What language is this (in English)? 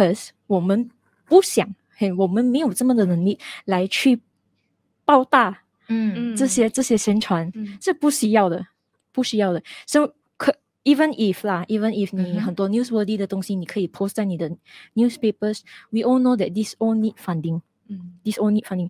Chinese